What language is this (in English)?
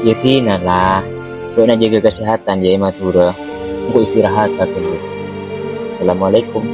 Madurese